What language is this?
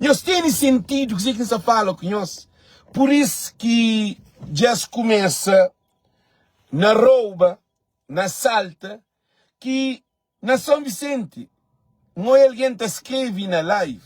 Kabuverdianu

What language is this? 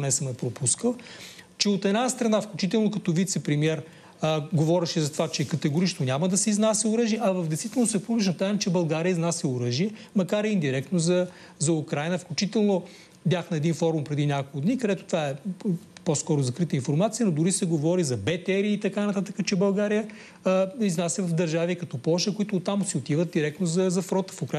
Bulgarian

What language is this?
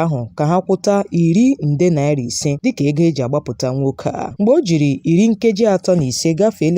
Igbo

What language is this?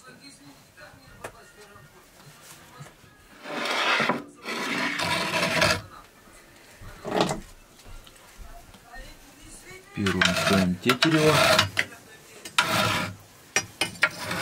Russian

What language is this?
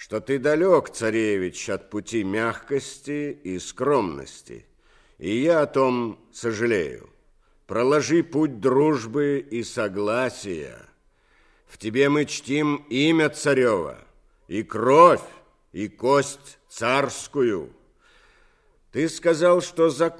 Russian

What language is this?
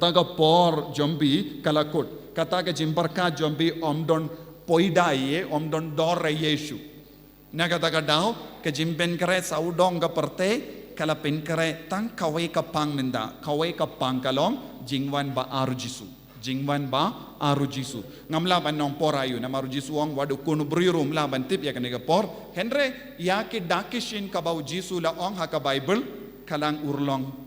Khasi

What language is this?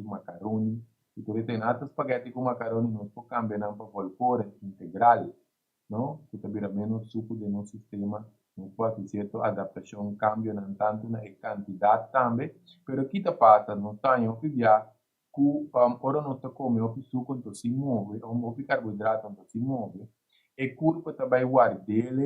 Papiamento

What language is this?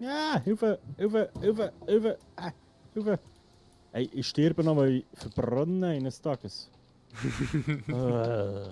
Swiss German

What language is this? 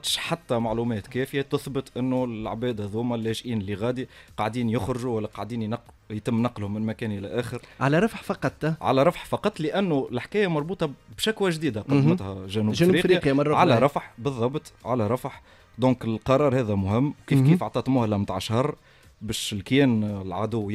Tunisian Arabic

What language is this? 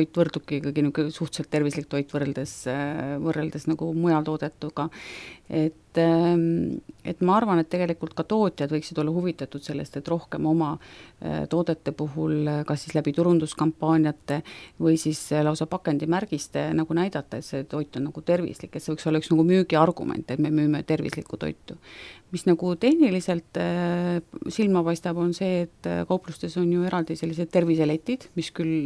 Estonian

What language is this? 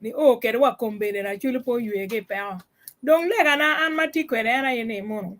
Acoli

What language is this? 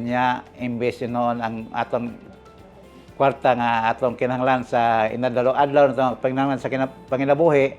Cebuano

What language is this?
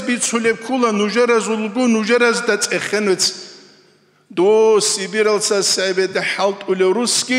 Avaric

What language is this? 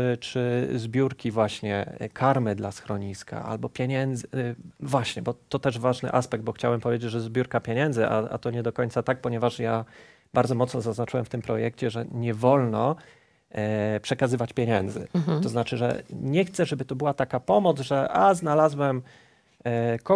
Polish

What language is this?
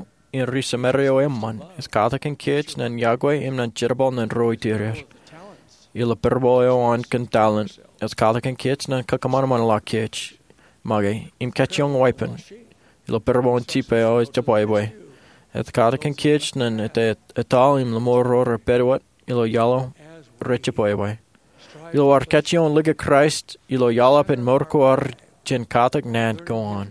Marshallese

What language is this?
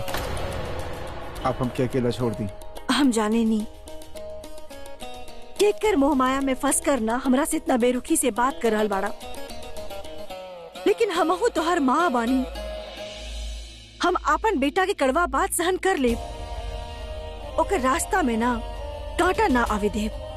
Bhojpuri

